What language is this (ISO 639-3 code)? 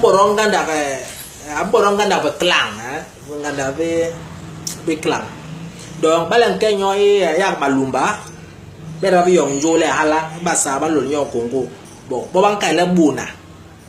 bas